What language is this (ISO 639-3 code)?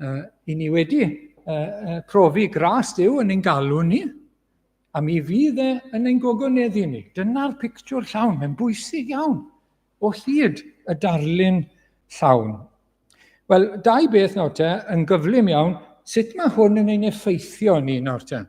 cym